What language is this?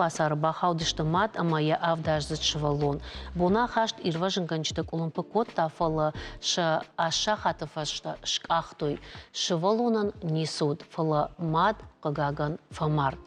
Ossetic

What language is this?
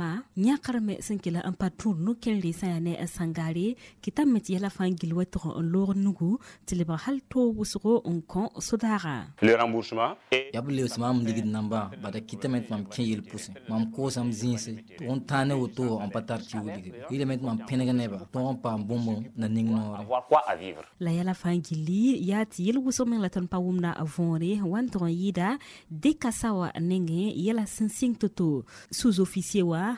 Mossi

